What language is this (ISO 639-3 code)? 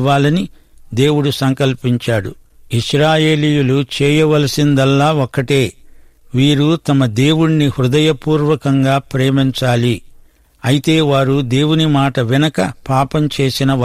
tel